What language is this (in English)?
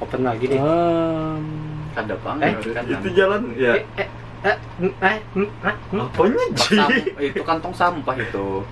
Banjar